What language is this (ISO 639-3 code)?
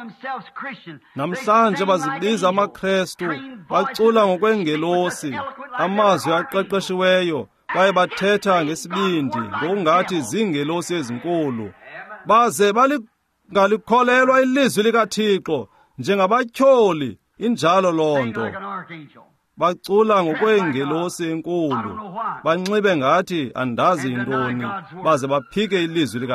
xho